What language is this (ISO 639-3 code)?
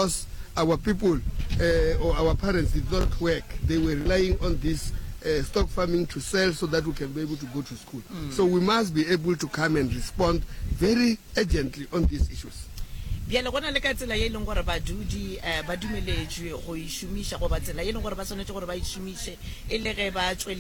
nso